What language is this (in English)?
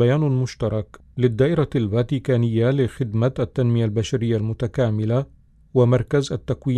Arabic